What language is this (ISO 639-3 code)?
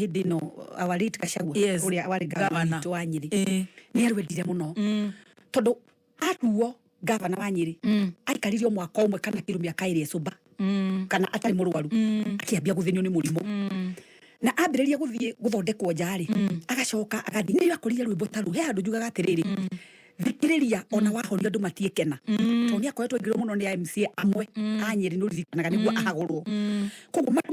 kik